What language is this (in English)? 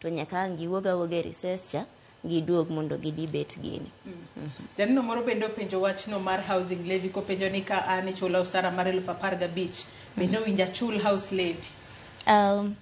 Luo (Kenya and Tanzania)